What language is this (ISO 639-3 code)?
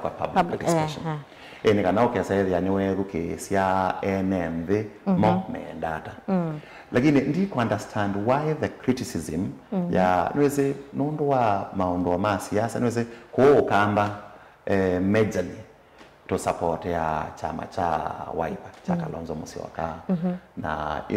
kam